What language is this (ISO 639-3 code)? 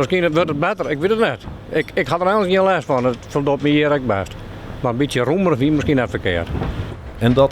fry